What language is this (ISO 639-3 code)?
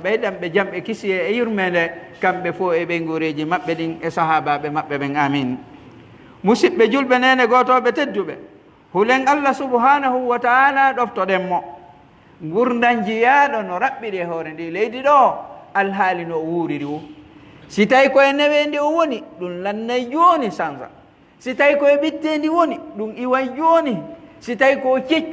fuf